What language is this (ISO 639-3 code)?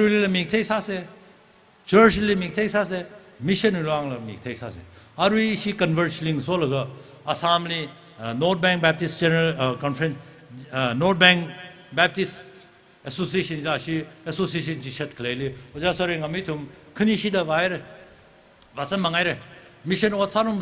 nmf